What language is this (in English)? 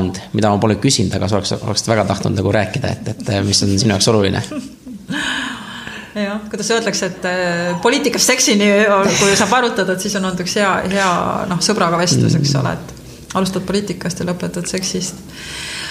Estonian